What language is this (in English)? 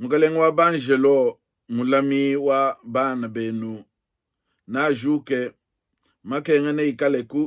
Luba-Lulua